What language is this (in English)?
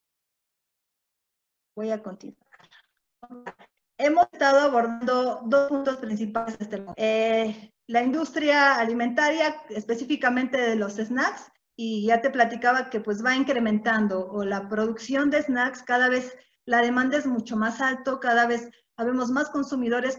Spanish